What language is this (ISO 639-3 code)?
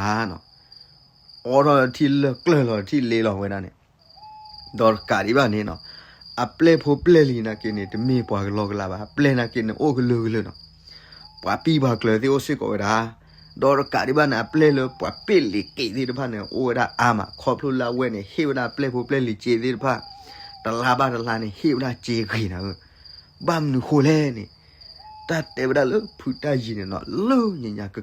ksw